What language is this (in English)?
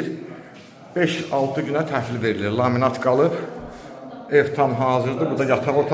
Azerbaijani